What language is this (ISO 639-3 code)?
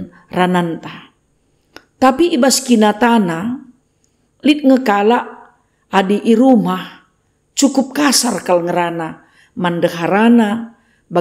btx